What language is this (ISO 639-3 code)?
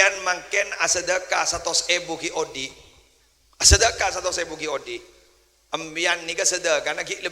mad